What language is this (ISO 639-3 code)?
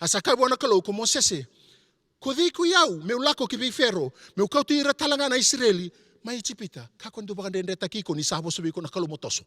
fij